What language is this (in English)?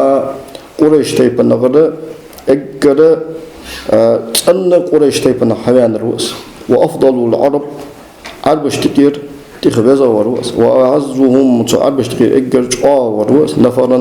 Ingush